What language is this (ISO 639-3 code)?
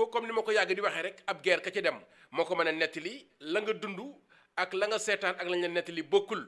wol